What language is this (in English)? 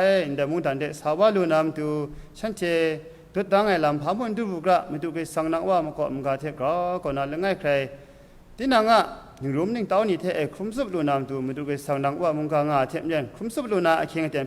Kachin